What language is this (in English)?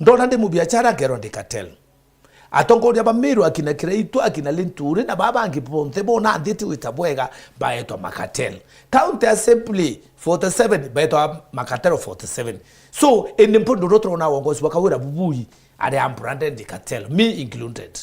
Meru